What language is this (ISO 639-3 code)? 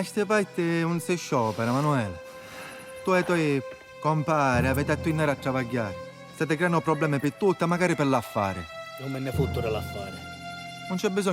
scn